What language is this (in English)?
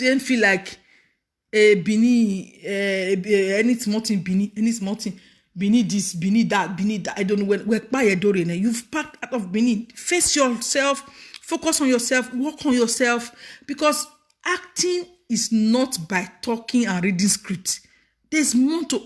Nigerian Pidgin